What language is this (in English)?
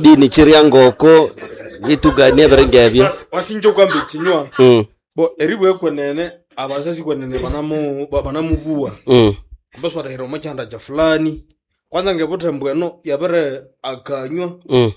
Nande